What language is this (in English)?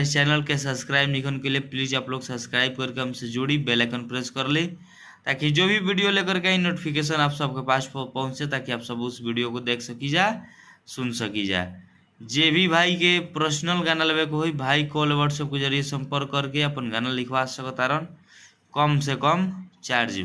Bhojpuri